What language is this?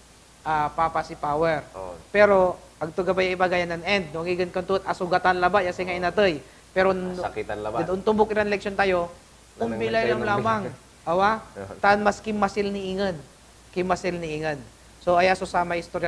Pangasinan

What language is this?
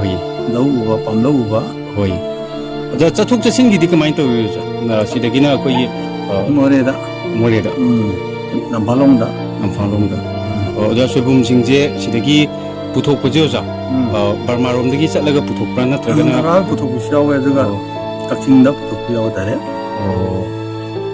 Manipuri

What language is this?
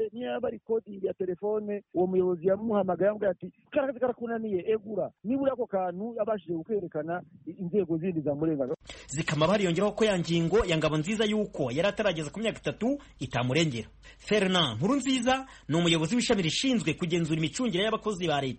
Kinyarwanda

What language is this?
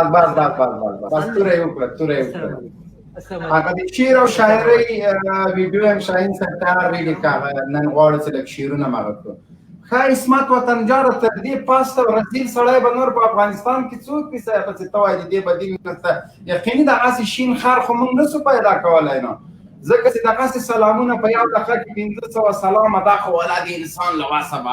Pashto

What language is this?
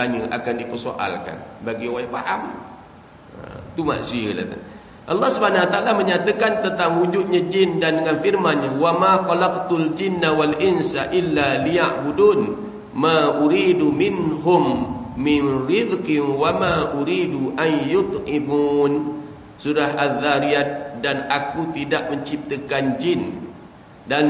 Malay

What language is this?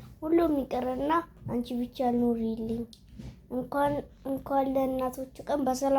Amharic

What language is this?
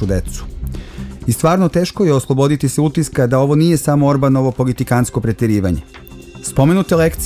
Serbian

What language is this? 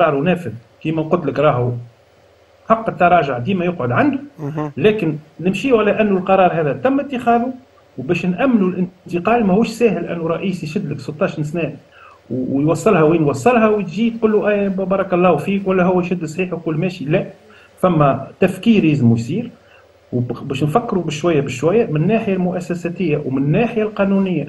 Tunisian Arabic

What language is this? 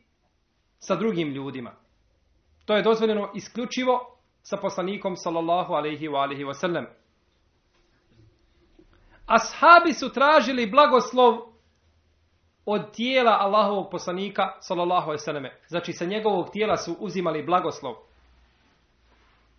Bosnian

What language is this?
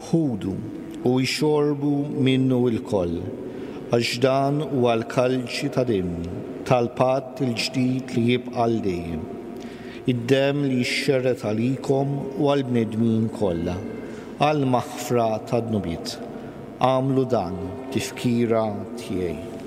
Maltese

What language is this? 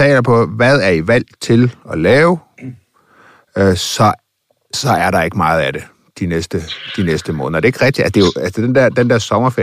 Danish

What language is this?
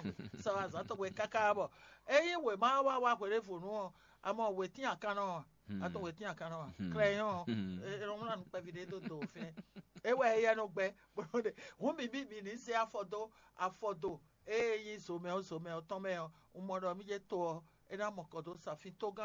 Fon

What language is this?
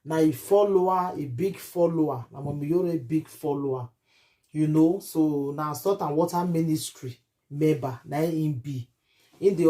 Nigerian Pidgin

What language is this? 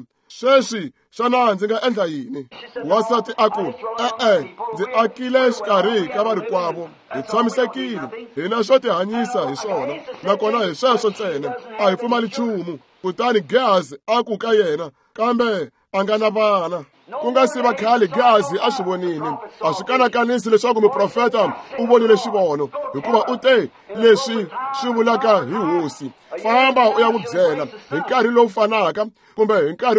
Tsonga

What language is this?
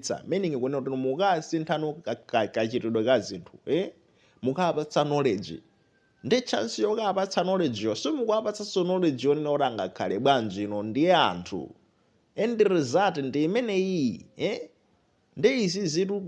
Nyanja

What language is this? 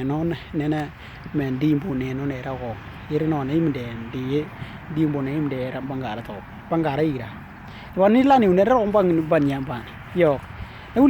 Western Dani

